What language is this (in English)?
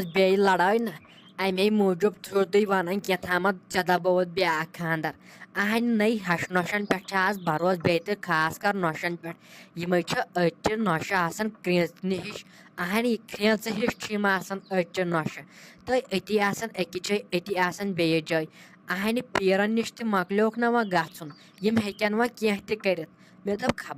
Kashmiri